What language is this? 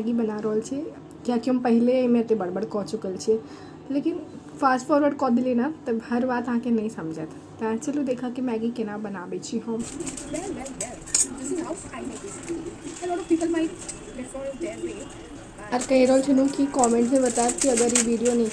Maithili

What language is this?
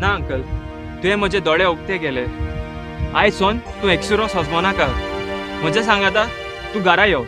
Konkani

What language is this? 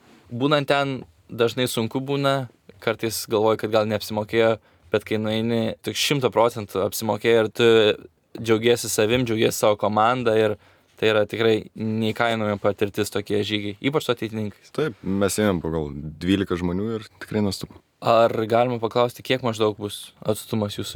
Lithuanian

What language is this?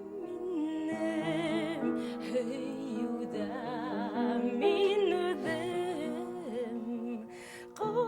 Bashkir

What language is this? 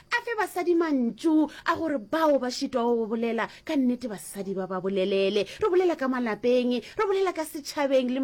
Northern Sotho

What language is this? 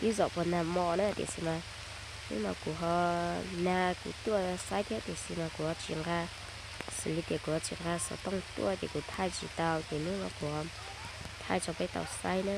Hmong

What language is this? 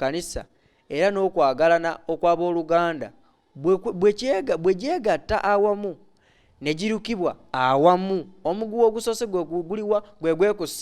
Ganda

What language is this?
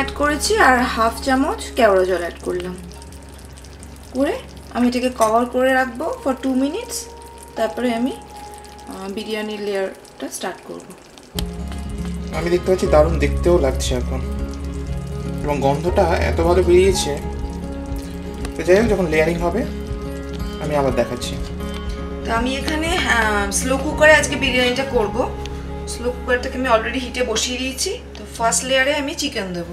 Bangla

